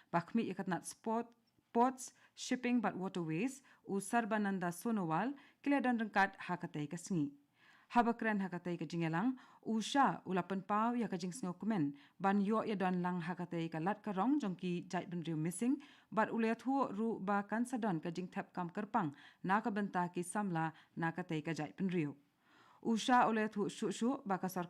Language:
Khasi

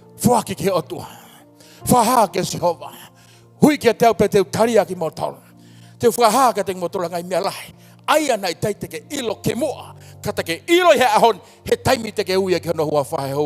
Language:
Tongan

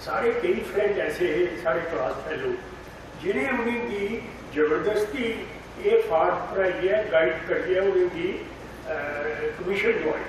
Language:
Dogri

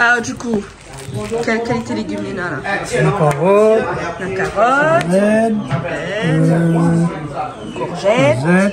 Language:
Réunion Creole French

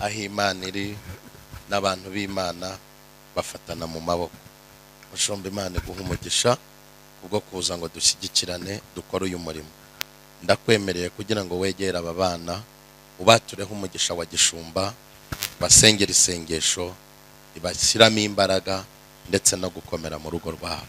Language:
Kinyarwanda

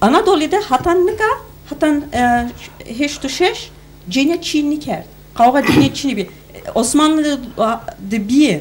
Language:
Zaza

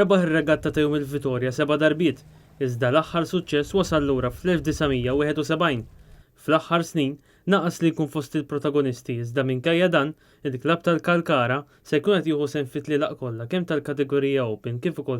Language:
Maltese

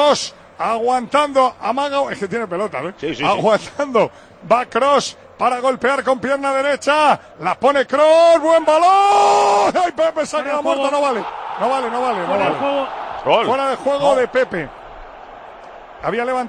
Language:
Spanish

